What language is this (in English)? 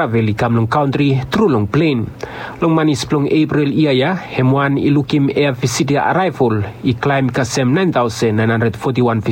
Bislama